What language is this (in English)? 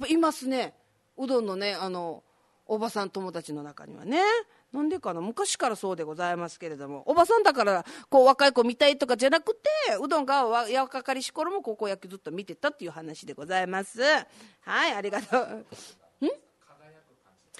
Japanese